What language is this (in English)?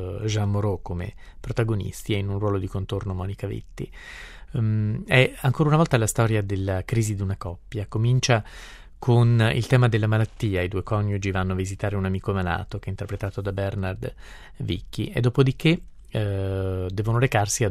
Italian